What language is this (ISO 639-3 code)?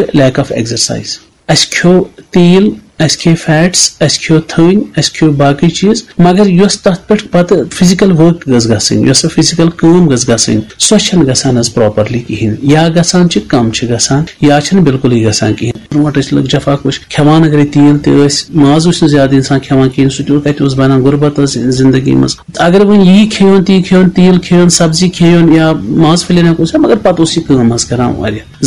kas